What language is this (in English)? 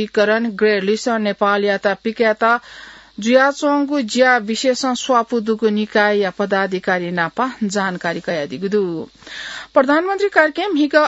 Newari